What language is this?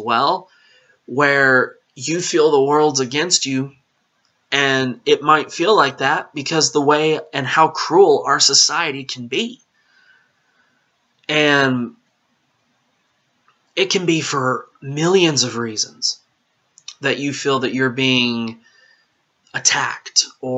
English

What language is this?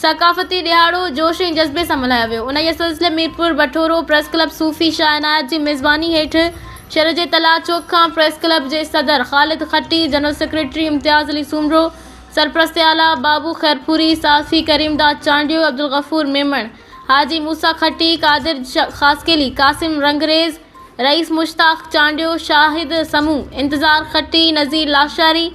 Sindhi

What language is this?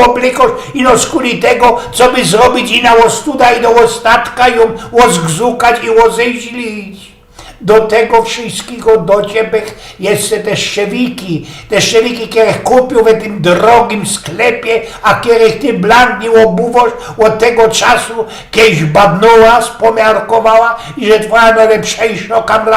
Silesian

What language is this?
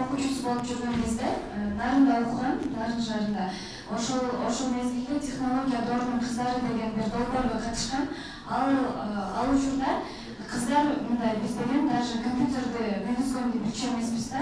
Kyrgyz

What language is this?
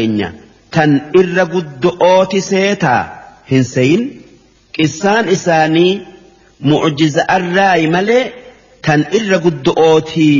Oromo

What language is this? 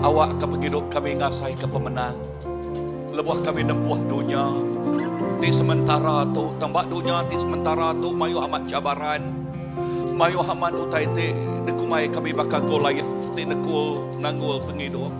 Iban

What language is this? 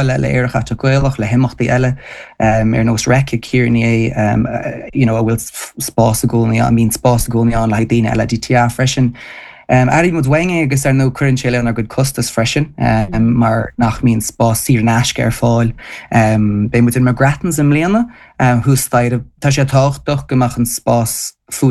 Irish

